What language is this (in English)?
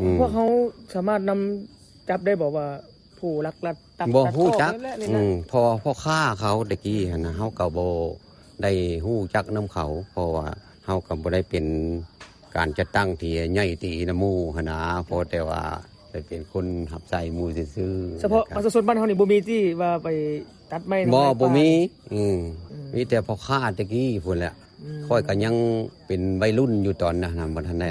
Lao